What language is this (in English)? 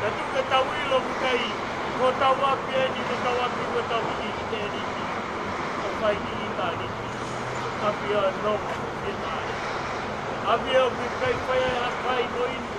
Tongan